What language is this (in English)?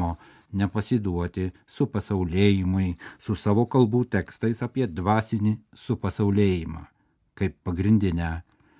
Lithuanian